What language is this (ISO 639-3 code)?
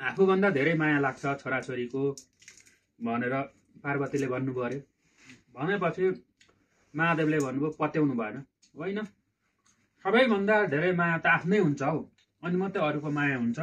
nep